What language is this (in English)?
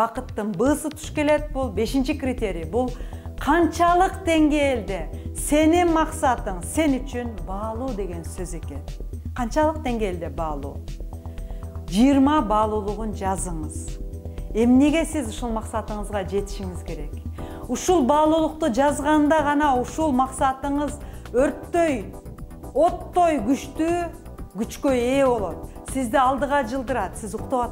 Kyrgyz